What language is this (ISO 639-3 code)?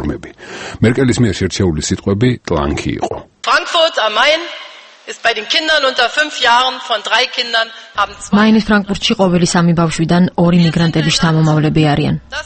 kat